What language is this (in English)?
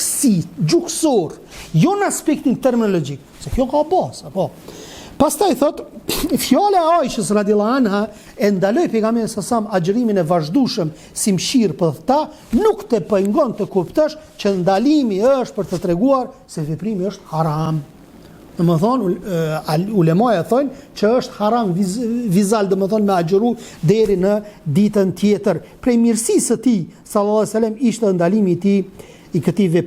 Albanian